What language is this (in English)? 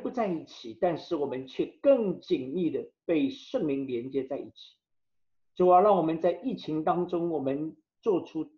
Chinese